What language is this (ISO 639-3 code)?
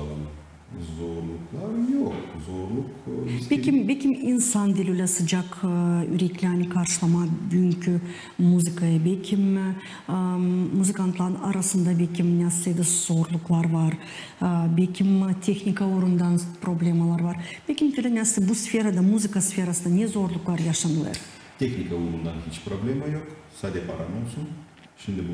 gag